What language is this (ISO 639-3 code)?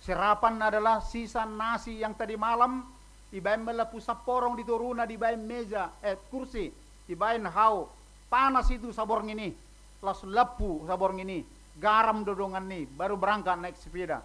bbc